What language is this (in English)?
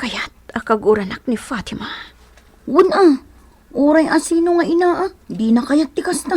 Iloko